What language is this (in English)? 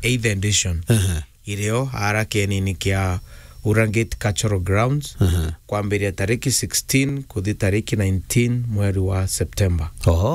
Meru